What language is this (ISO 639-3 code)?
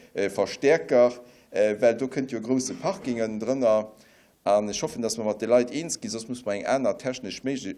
ltz